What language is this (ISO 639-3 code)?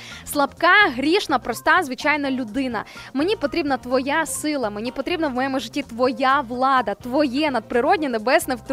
ukr